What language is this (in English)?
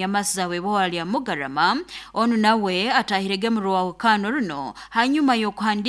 Nyoro